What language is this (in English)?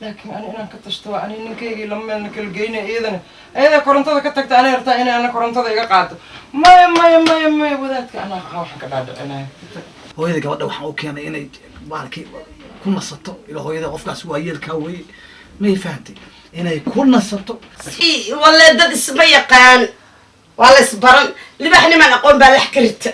Somali